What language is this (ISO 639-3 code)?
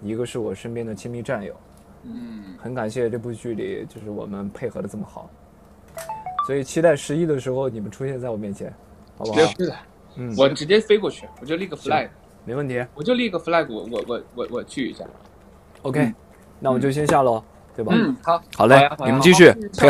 zho